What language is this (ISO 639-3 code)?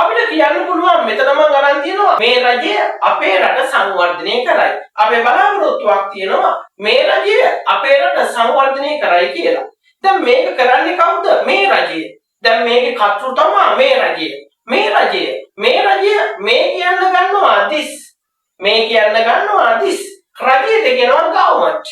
sin